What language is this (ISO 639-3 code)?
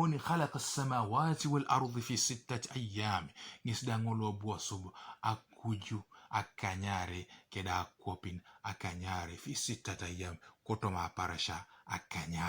teo